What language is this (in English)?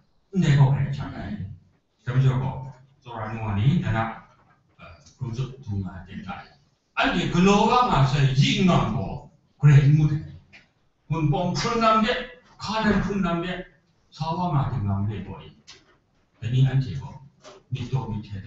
Kachin